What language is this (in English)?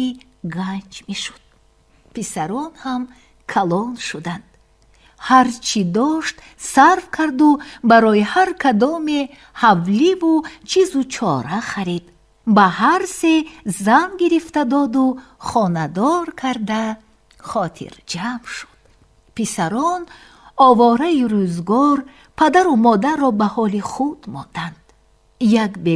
Tajik